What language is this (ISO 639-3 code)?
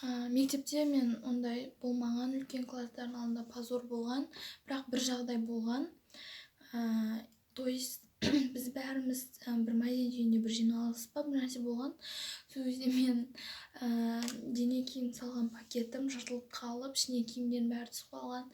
kaz